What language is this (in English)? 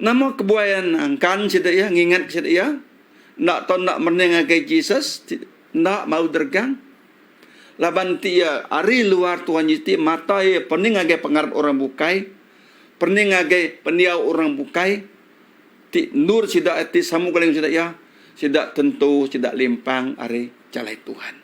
Iban